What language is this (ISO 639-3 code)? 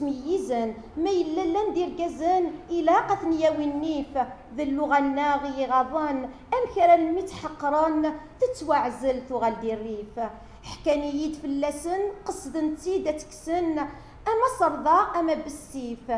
kab